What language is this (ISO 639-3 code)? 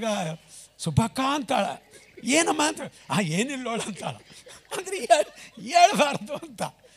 kan